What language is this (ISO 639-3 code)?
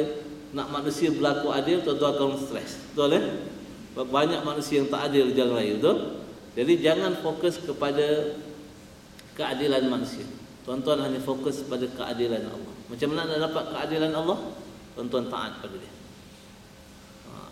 msa